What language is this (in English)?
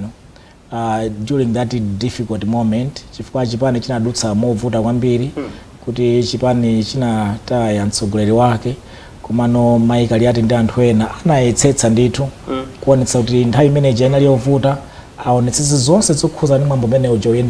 Nyanja